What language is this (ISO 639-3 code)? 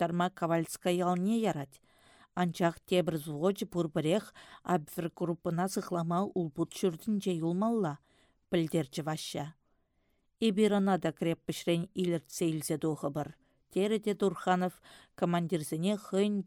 chv